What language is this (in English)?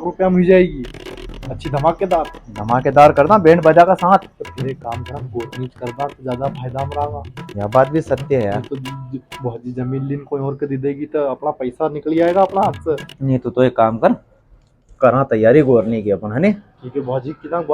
Rajasthani